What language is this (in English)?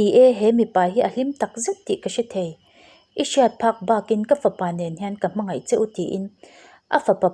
Mizo